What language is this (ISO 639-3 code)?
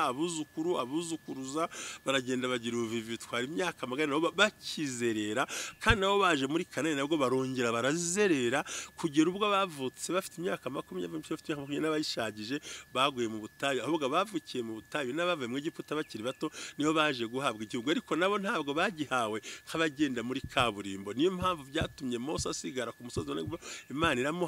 kin